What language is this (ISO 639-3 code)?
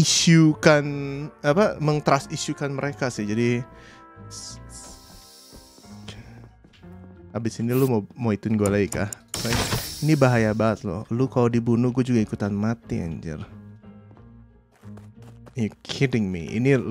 ind